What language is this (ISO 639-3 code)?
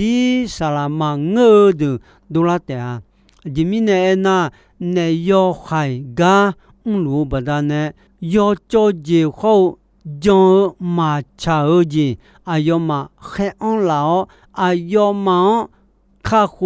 ahk